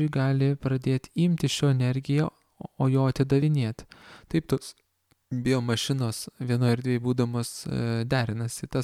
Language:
Lithuanian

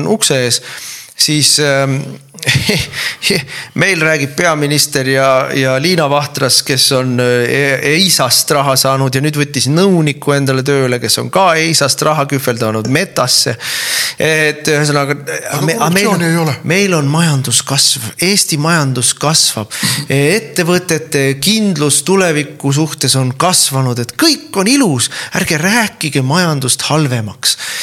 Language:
Estonian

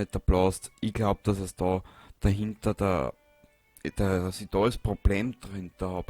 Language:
Bavarian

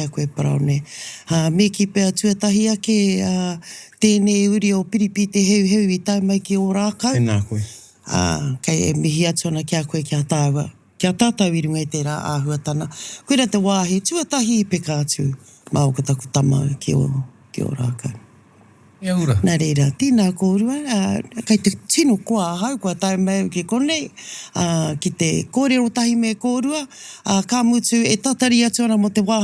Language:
Māori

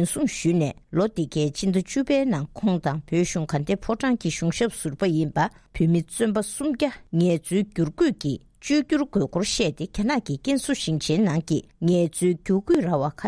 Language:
Tibetan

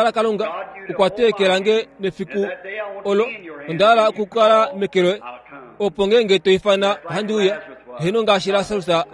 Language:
Kuanyama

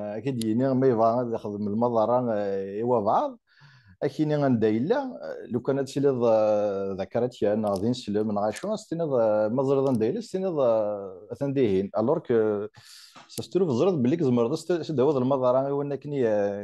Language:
Kabyle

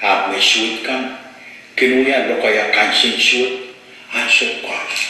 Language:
Pohnpeian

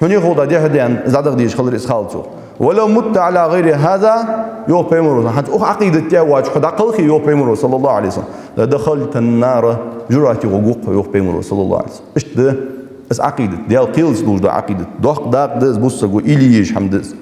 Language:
Ingush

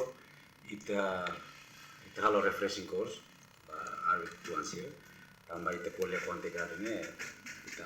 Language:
Tetum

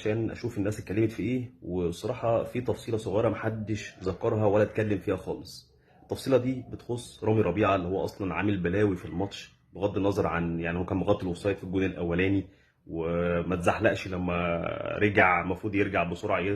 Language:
Egyptian Arabic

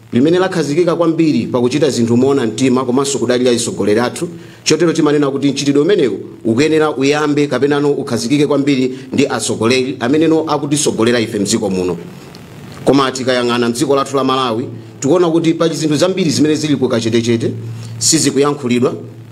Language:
Nyanja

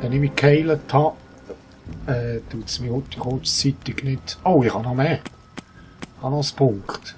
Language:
Swiss German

